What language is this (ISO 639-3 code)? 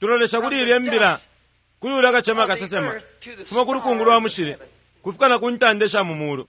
bem